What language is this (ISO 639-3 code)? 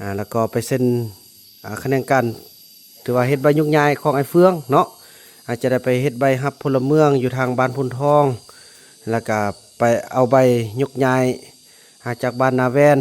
lao